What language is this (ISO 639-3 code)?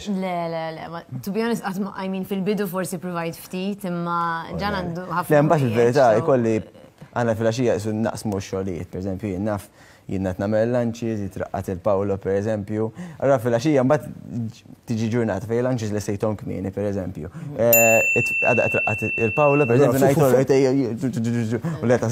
mlt